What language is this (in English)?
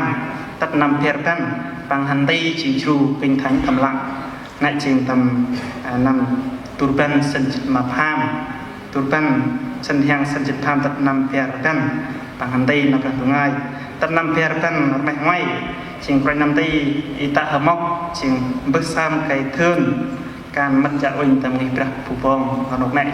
Central Mnong